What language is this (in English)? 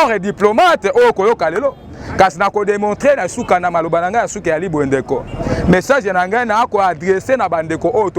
Lingala